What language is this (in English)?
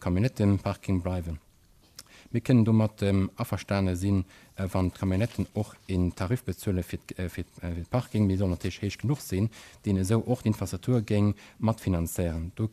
Luxembourgish